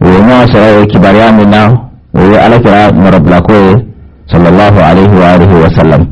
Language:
Bambara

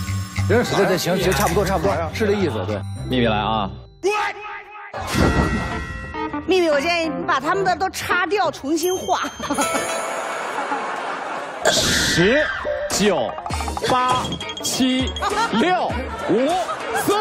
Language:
Chinese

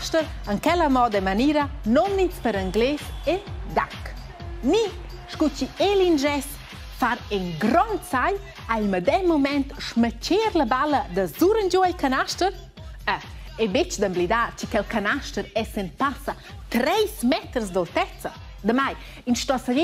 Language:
Romansh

